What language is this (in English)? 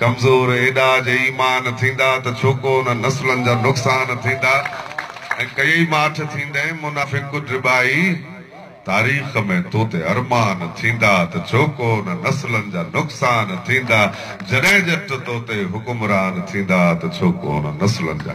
Sindhi